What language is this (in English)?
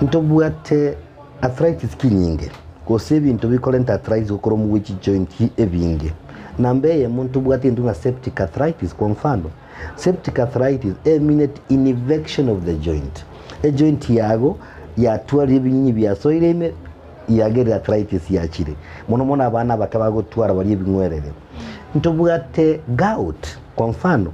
Gusii